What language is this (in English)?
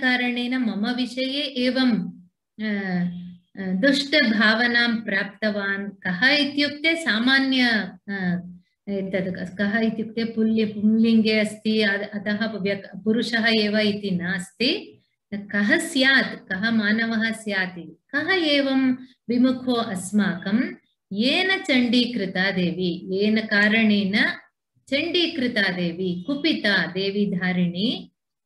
Sanskrit